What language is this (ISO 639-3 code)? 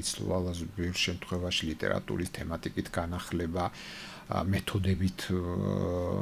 kat